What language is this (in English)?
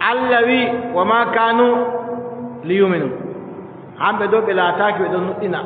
Adamawa Fulfulde